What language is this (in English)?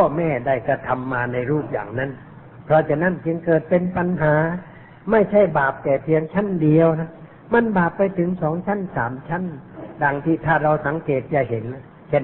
Thai